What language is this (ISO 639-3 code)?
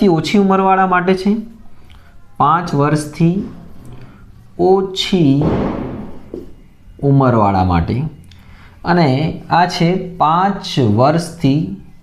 guj